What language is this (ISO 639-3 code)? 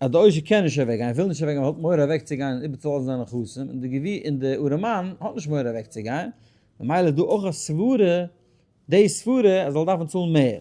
yid